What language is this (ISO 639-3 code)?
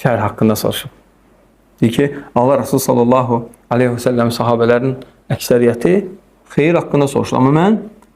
aze